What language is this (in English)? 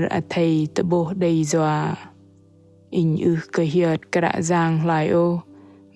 Bahnar